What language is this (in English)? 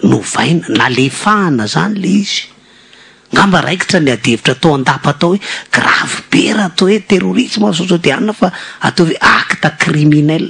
Malagasy